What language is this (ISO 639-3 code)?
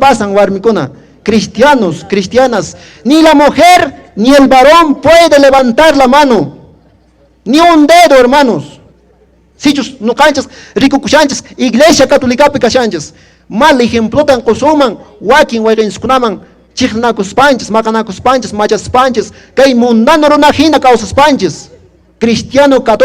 que